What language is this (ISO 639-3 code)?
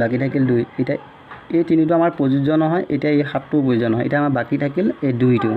asm